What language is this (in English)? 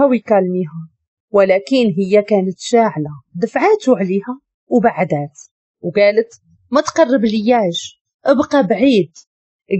Moroccan Arabic